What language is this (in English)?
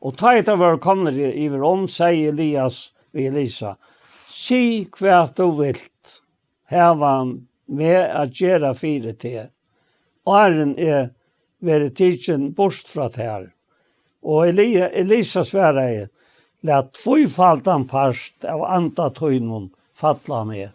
Faroese